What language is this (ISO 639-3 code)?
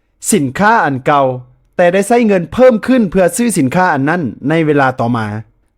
lao